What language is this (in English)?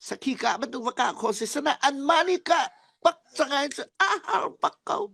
Falam Chin